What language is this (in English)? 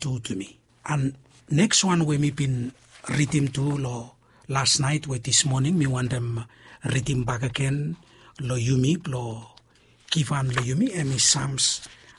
Bislama